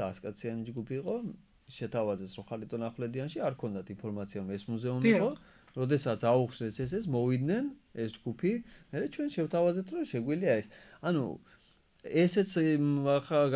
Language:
Georgian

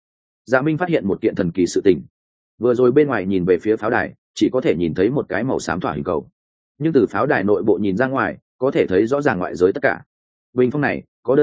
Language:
Vietnamese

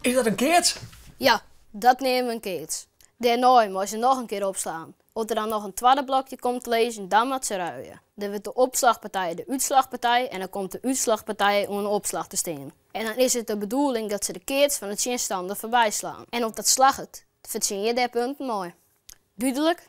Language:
Western Frisian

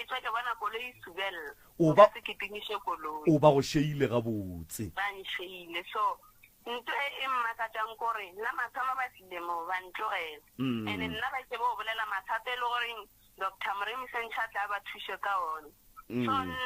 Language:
Northern Sotho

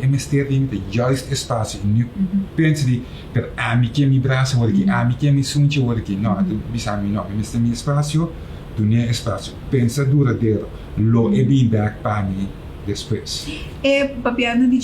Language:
Papiamento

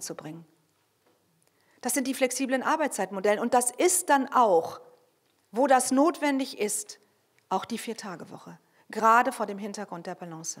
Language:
German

